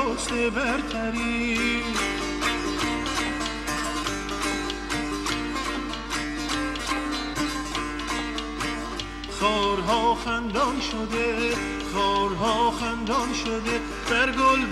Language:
Persian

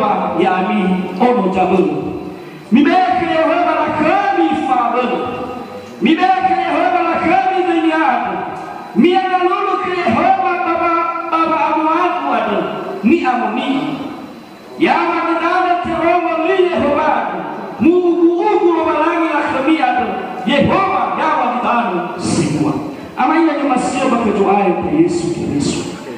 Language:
Nias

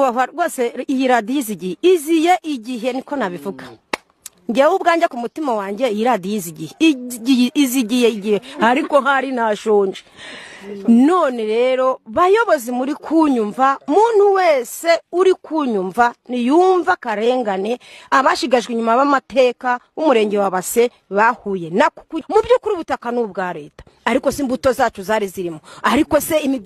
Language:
Kinyarwanda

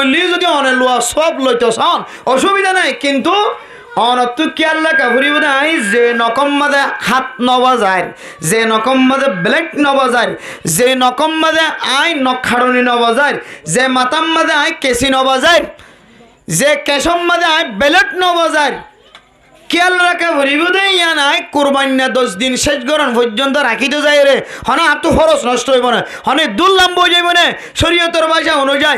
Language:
Rohingya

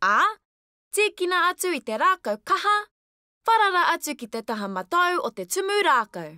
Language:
Māori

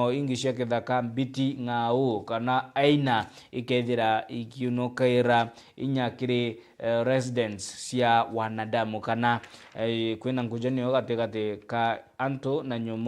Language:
Meru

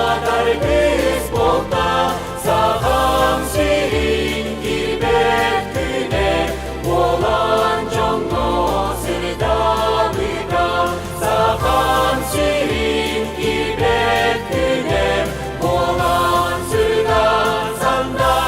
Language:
Yakut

